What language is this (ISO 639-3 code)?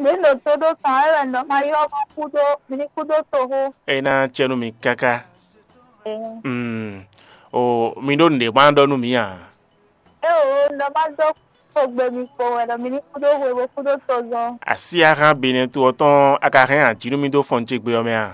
fon